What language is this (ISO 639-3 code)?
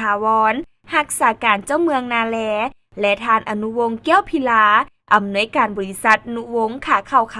lao